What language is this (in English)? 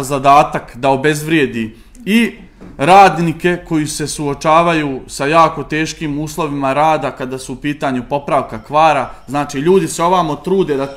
Serbian